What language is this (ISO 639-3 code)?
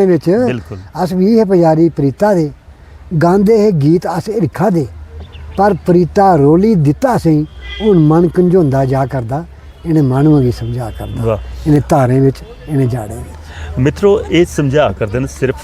doi